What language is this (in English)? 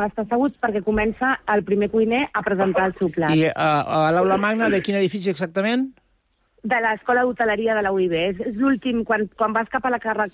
Catalan